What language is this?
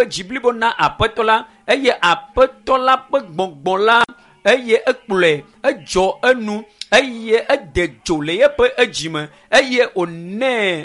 Ewe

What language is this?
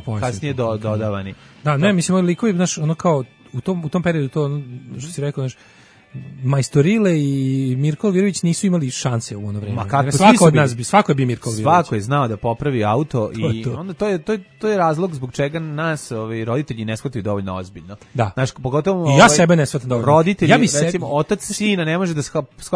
Serbian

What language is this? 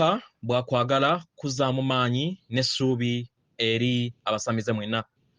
Ganda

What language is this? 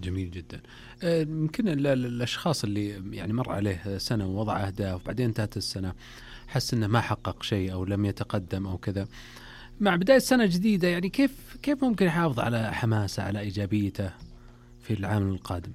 Najdi Arabic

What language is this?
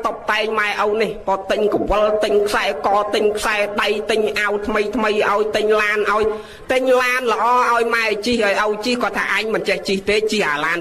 Khmer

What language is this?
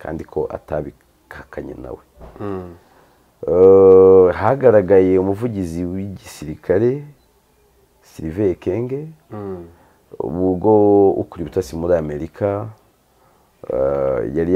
Kinyarwanda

